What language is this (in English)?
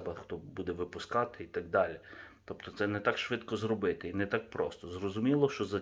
Ukrainian